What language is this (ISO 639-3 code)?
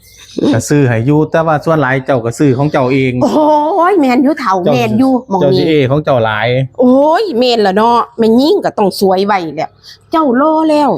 tts